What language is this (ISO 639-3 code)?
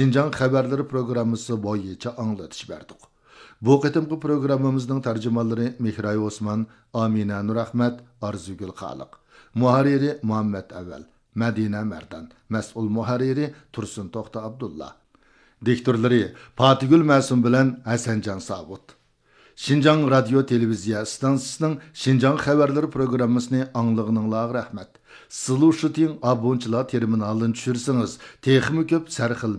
uig